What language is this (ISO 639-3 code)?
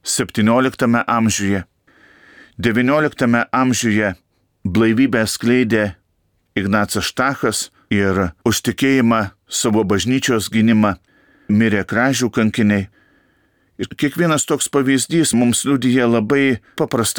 lit